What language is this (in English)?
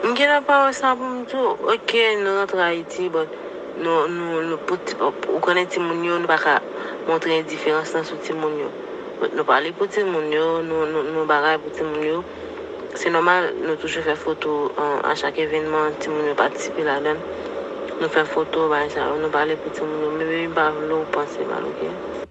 Haitian Creole